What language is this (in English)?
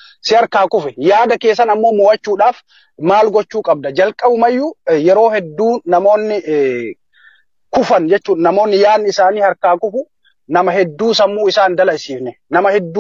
Oromo